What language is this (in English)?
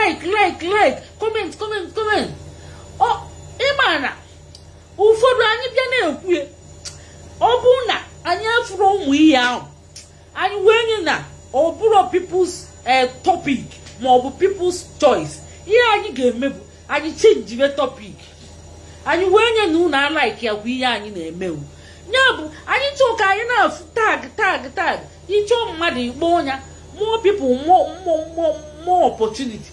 Igbo